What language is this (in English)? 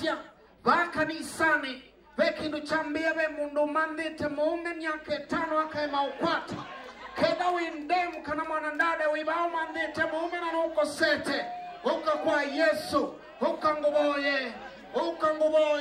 Kamba